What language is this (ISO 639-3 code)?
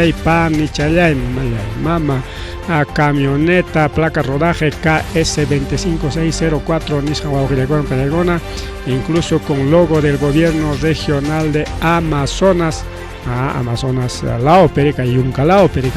quy